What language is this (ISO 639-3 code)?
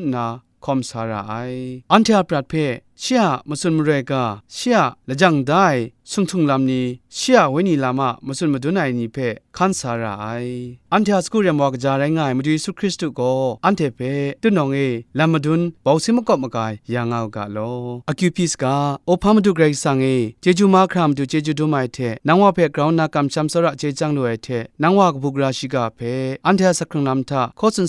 kac